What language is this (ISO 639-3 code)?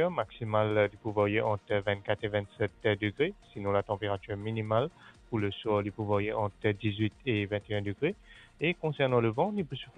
mfe